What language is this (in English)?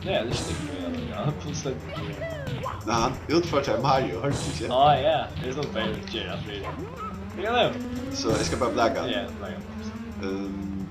Faroese